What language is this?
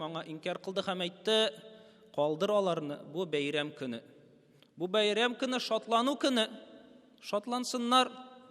Tatar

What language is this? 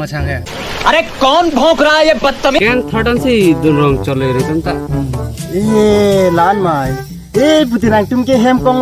Karbi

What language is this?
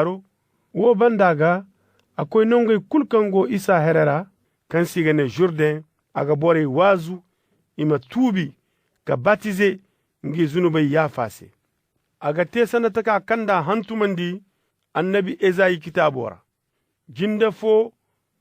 Zarma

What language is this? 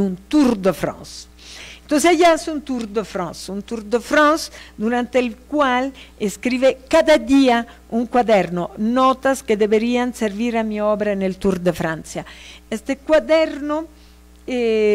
Spanish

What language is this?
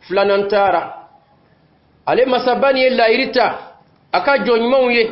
Dyula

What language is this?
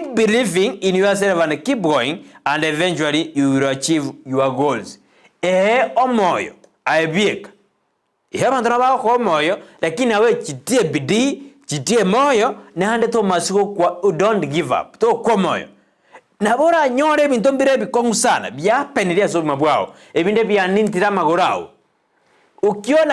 Gusii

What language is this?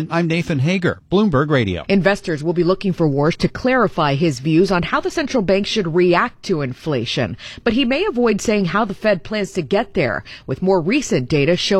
English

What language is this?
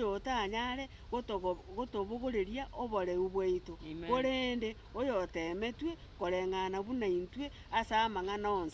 Gusii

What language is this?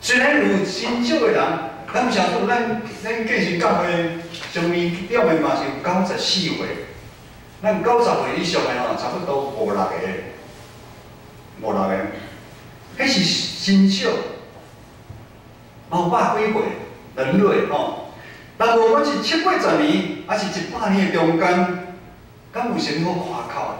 Min Nan Chinese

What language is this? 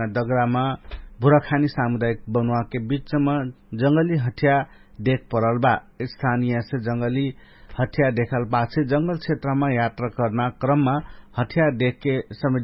Dangaura Tharu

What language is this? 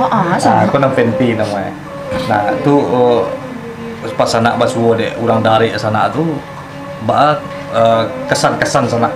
Minangkabau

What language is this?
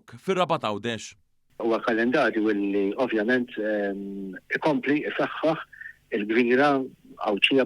Maltese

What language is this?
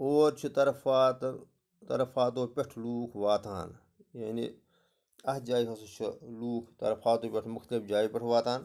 Kashmiri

